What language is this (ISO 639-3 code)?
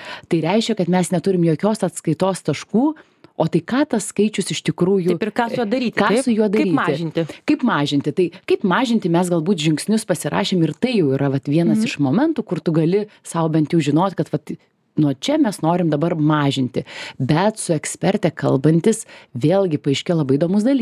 lit